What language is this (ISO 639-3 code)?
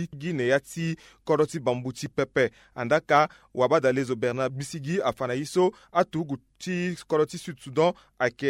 sag